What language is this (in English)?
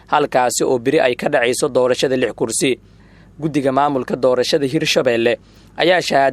Somali